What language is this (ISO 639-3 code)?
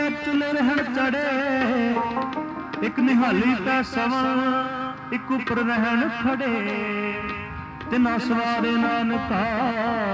pan